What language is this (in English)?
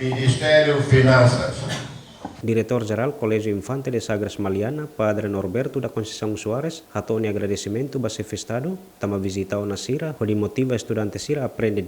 Tetum